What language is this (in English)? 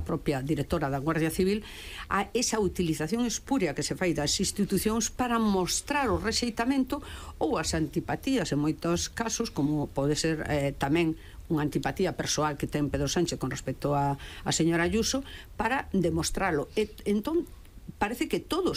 Galician